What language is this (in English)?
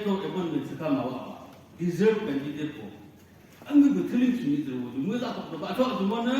Naga Pidgin